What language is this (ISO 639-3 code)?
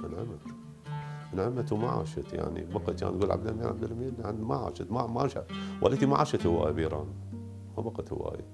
acm